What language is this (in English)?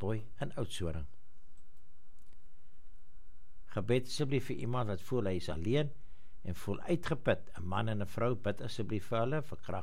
Afrikaans